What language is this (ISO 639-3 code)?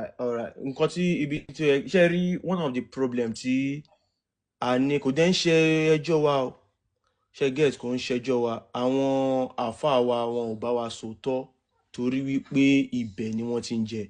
yor